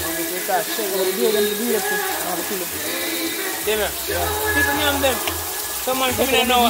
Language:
Jamaican Creole English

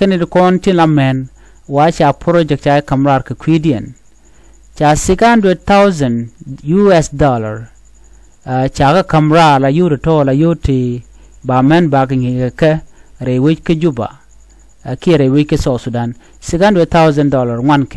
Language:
Nuer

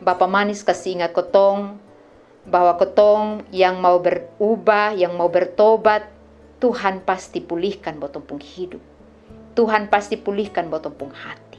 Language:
Kupang Malay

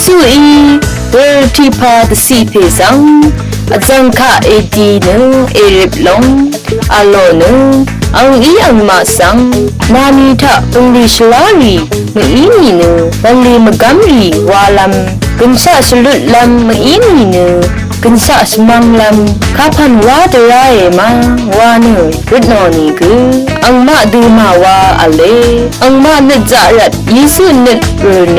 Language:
Rawang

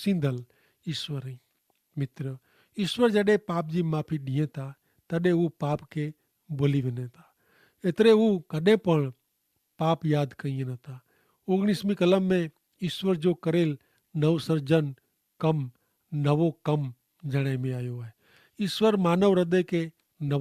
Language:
Kachhi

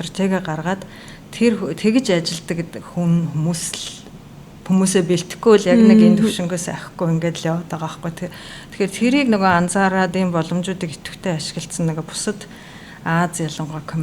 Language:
Mongolian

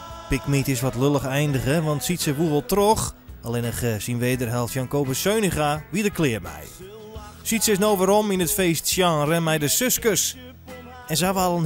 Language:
Western Frisian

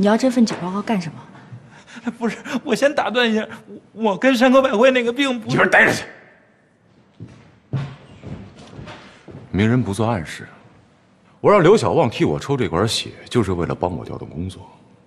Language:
Chinese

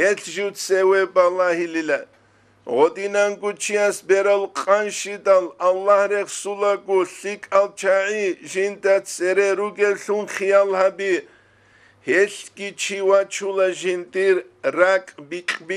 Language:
Avaric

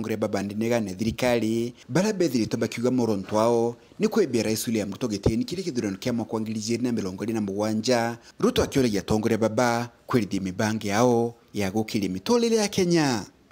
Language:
Meru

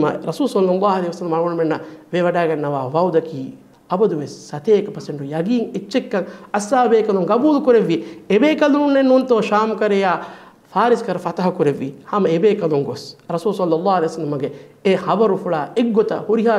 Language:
Divehi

